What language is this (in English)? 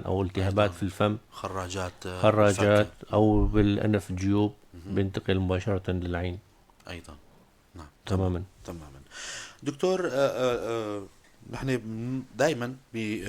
North Levantine Arabic